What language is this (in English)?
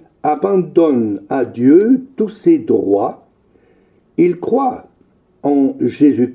French